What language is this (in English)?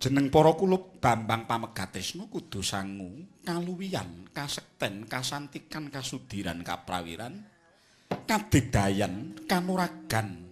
Javanese